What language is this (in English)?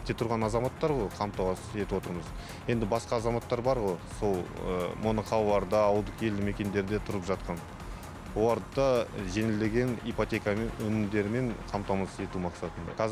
Kazakh